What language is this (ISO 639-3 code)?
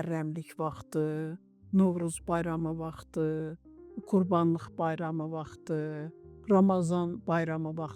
aze